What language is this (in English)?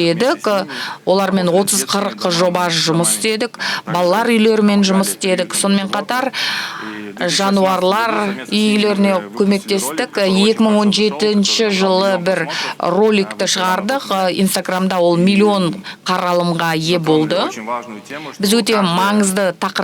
Kazakh